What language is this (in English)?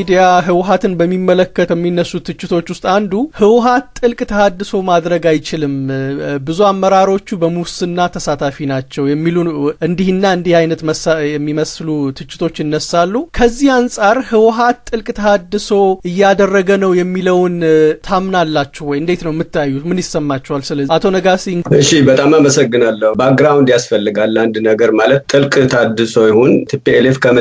Amharic